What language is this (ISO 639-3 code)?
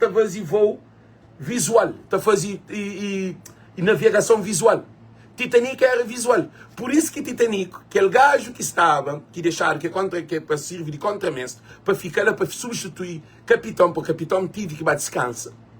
kea